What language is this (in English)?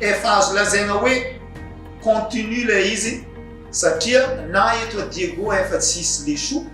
Malagasy